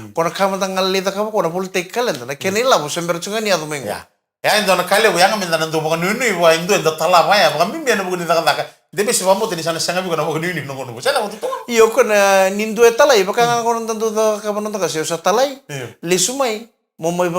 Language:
Fijian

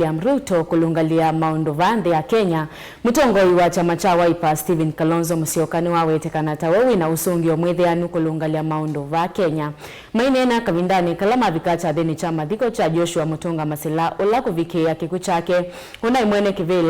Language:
Kamba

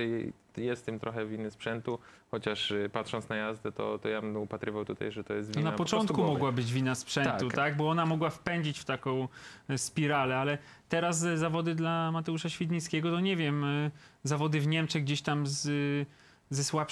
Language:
Polish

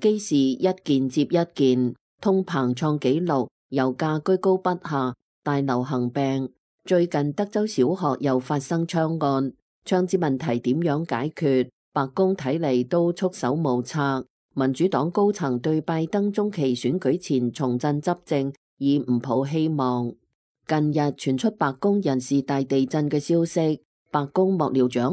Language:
Cantonese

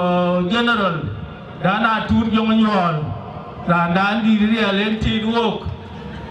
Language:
Dinka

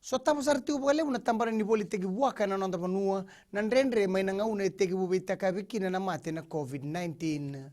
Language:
Fijian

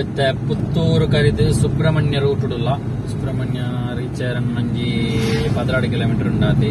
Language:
Tulu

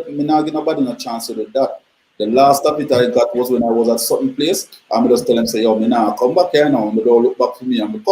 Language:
Jamaican Creole English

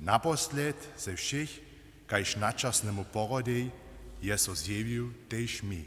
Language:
Upper Sorbian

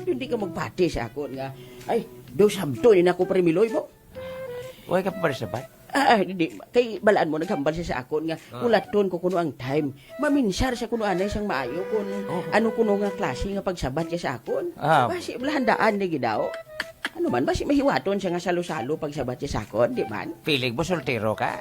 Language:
Hiligaynon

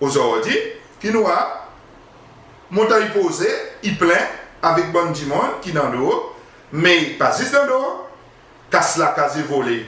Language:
Seselwa Creole French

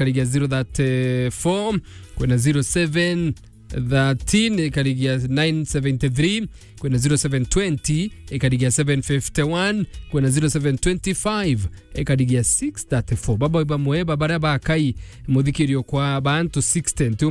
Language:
Meru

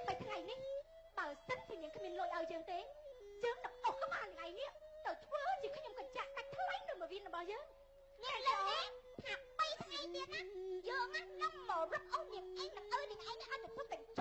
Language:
Khmer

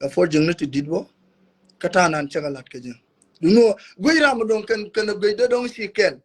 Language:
Nuer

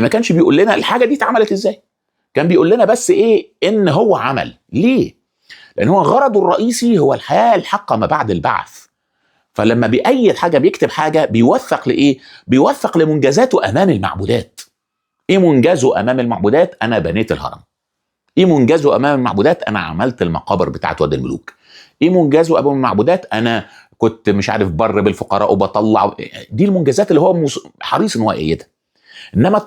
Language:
Egyptian Arabic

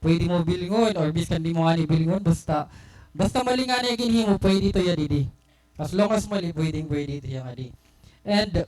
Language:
Waray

